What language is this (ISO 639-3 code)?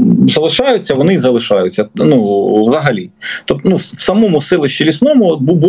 ukr